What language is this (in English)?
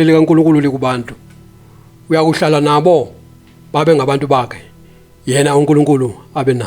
Zulu